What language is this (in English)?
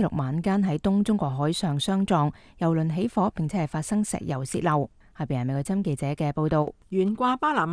Cantonese